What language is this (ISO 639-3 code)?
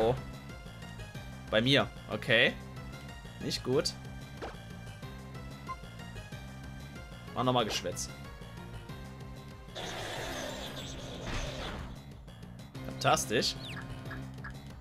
deu